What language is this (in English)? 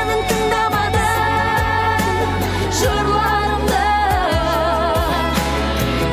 Kazakh